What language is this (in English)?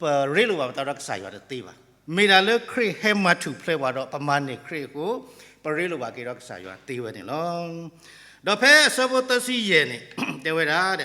S'gaw Karen